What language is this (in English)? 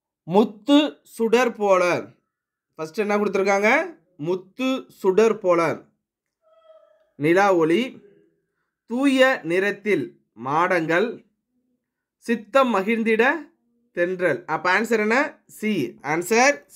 Tamil